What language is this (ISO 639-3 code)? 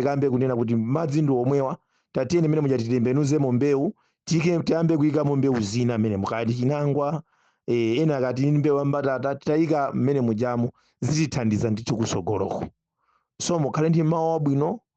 nya